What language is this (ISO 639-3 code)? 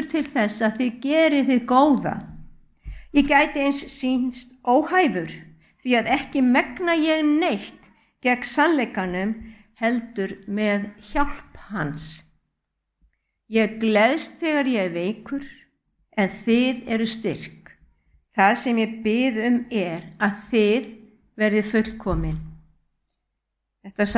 isl